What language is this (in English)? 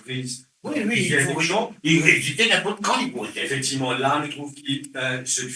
Morisyen